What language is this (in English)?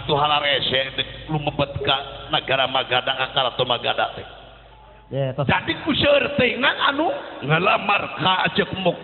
Sundanese